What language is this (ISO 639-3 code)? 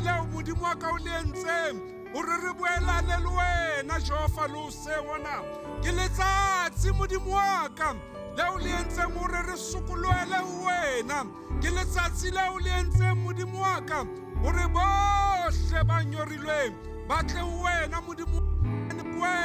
sot